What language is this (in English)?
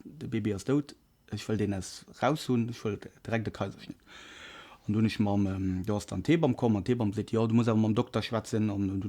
Luxembourgish